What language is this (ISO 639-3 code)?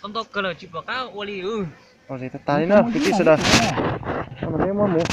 hmn